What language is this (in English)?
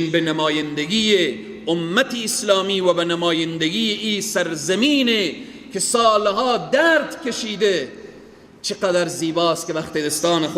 Persian